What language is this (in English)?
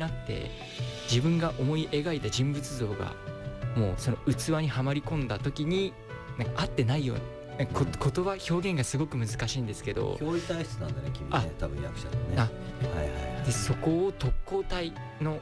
Japanese